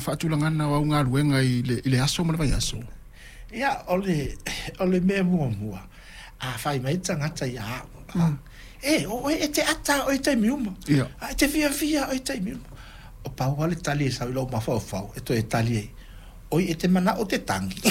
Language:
Samoan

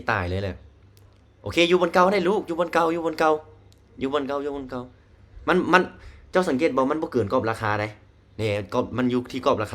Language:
Lao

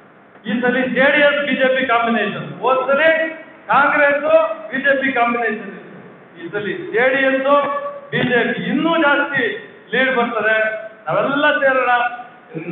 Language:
Kannada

